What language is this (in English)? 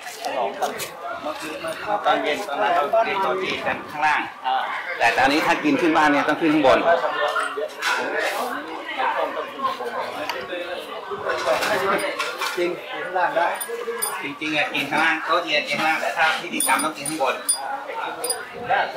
Thai